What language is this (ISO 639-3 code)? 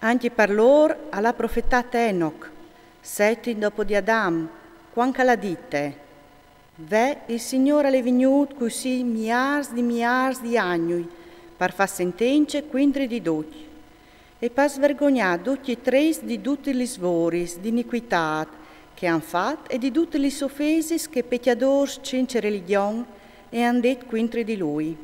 fur